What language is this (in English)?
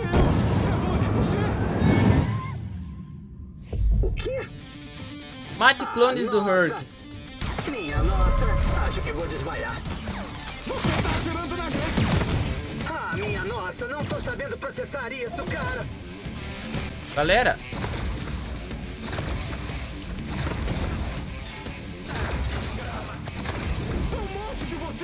Portuguese